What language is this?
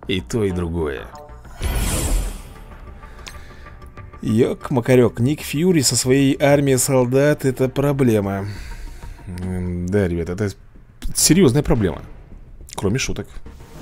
Russian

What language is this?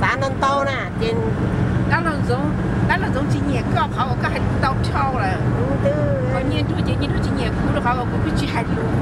Hmong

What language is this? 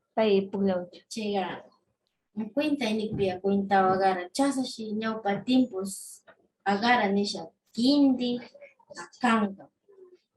Northern Pastaza Quichua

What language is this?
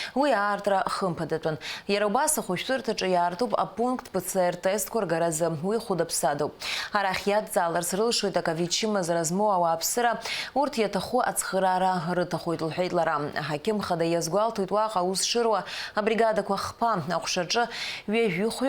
Abkhazian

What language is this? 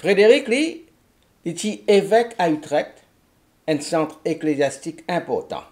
Morisyen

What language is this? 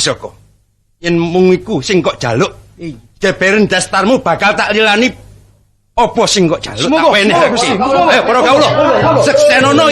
Javanese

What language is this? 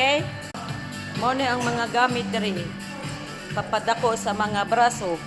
Cebuano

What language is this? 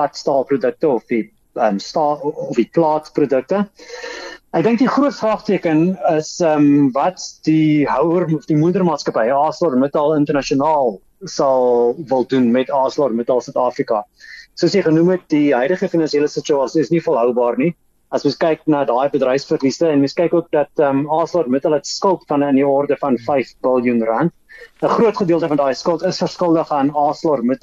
Afrikaans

